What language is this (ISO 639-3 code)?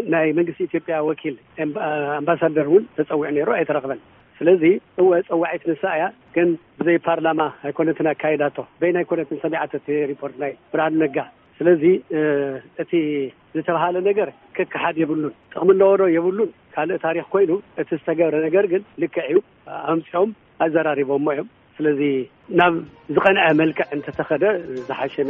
tir